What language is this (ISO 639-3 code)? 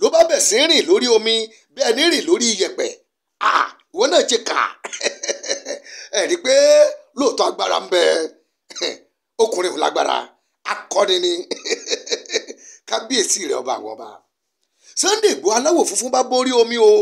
yor